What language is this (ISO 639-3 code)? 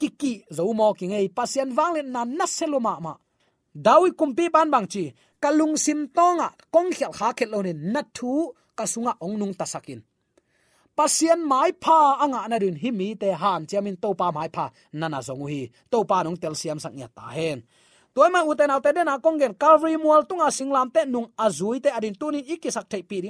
ctd